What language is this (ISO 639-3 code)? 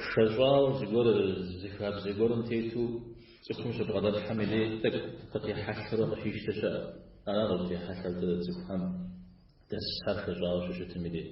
kbd